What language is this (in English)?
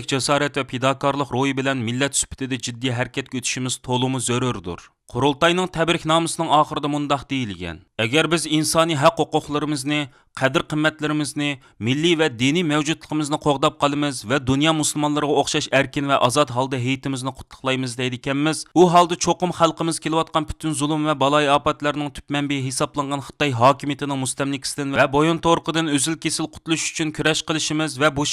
Uyghur